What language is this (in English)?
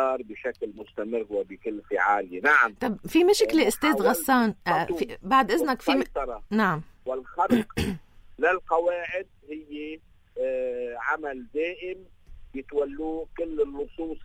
North Levantine Arabic